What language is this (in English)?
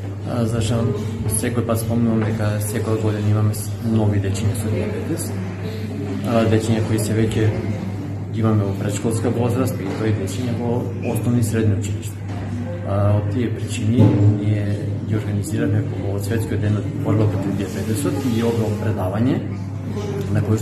Macedonian